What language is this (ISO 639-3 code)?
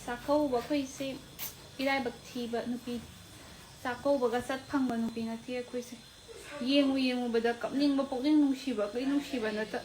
mni